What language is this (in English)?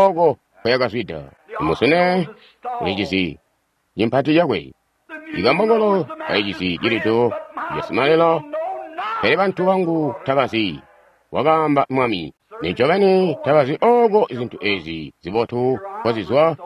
Tonga (Zambia)